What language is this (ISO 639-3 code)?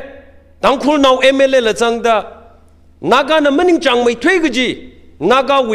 nmf